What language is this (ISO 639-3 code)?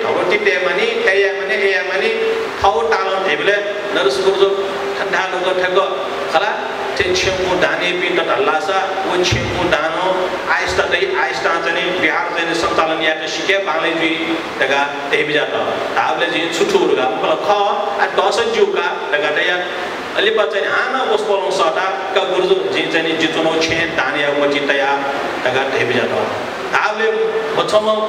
new